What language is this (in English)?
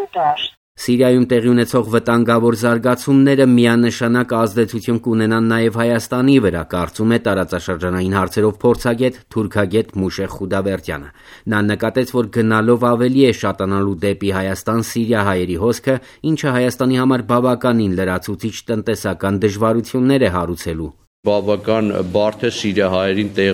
Armenian